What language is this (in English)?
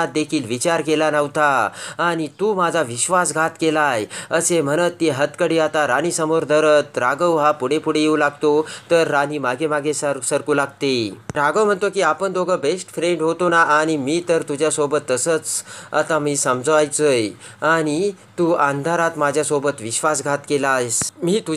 Marathi